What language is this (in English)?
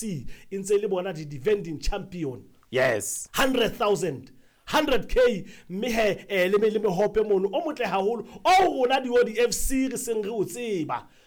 Southern Sotho